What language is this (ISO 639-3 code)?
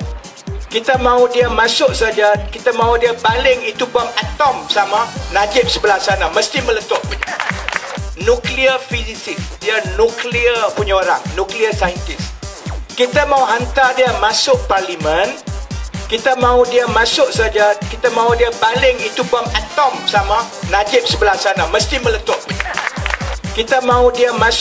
msa